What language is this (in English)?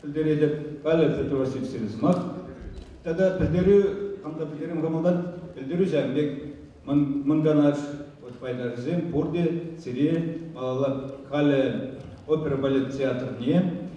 Chuvash